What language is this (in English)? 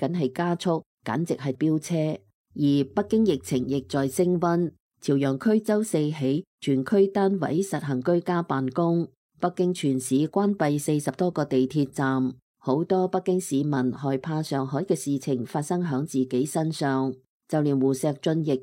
Cantonese